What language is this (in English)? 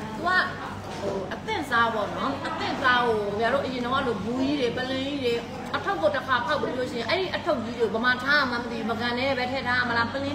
Burmese